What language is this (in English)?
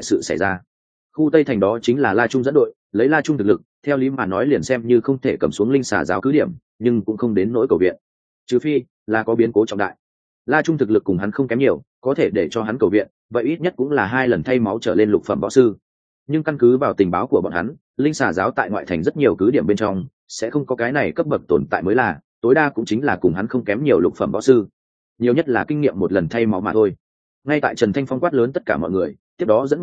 Vietnamese